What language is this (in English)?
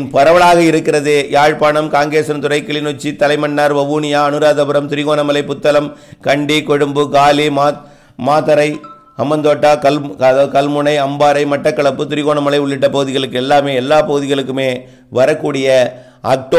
Tamil